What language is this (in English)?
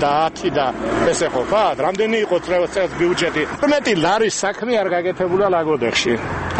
Georgian